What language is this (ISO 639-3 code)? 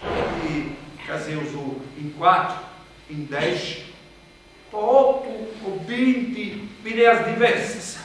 srd